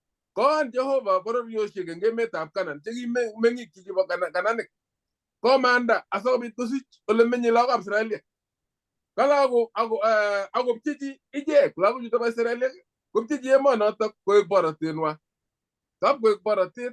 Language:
Kalenjin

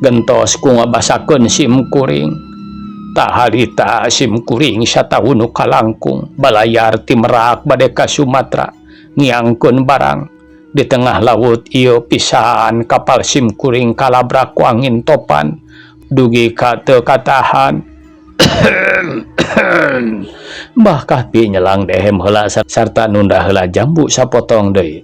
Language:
Sundanese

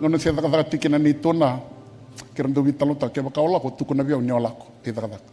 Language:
Fijian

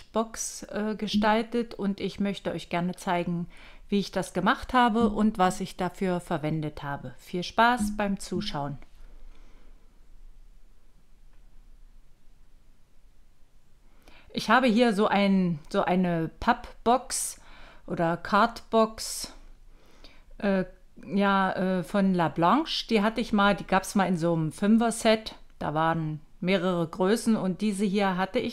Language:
German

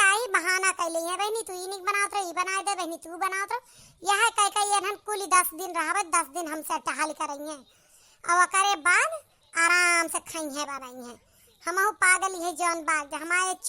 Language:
Awadhi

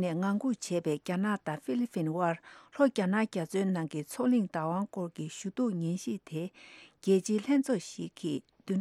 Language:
Tibetan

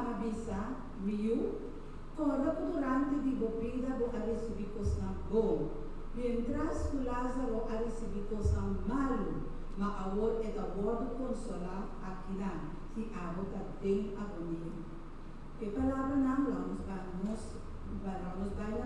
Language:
Papiamento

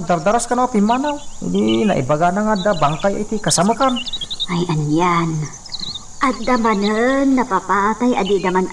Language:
Iloko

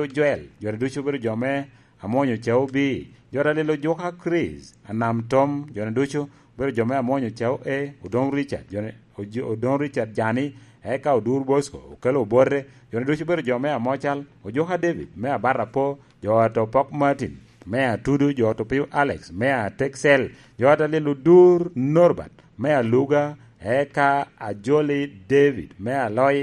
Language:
Lango (Uganda)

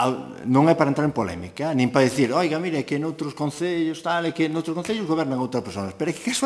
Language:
Galician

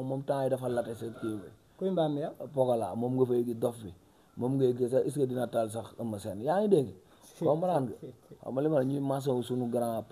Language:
Wolof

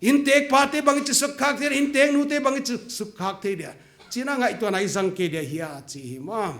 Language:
Paite Chin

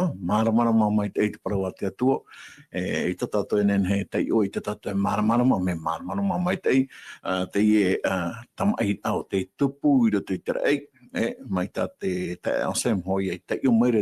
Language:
Tahitian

